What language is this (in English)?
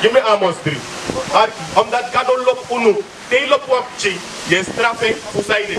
Sranan Tongo